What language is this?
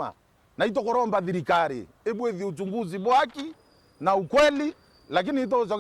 Meru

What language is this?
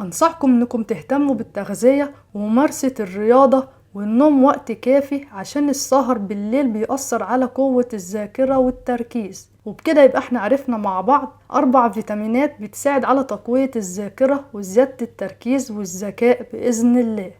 Egyptian Arabic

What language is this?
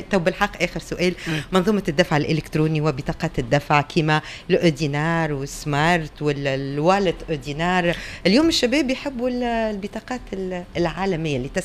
Tunisian Arabic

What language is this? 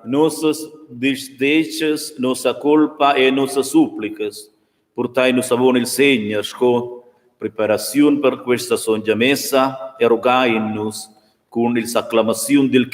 Romansh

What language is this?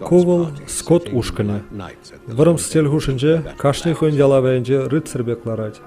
Chuvash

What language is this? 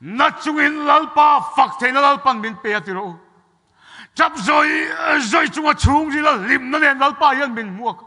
Mizo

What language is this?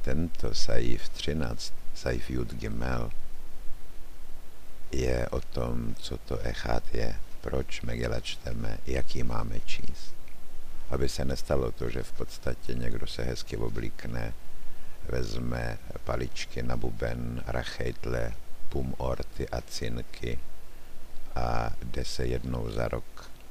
Czech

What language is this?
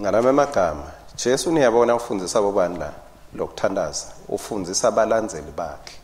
Swati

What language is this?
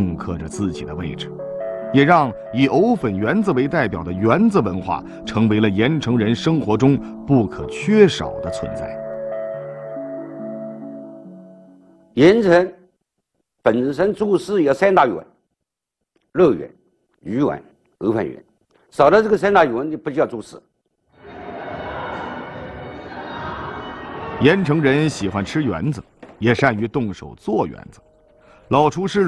Chinese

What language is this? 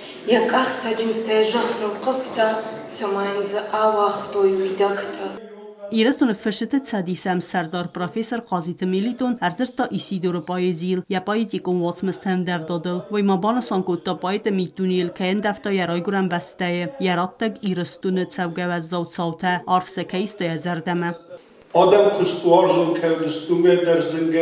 Ossetic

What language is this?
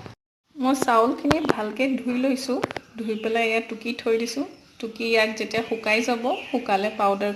Assamese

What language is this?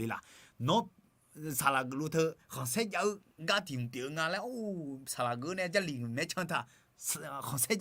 Akha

